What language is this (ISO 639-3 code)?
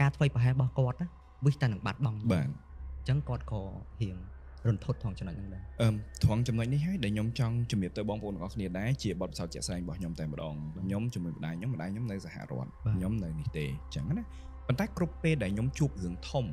khm